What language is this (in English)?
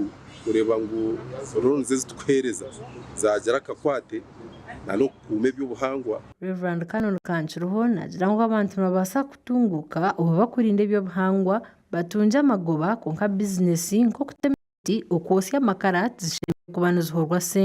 Nyankole